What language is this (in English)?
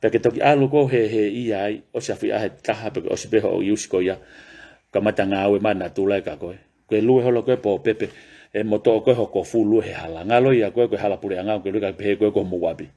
Tongan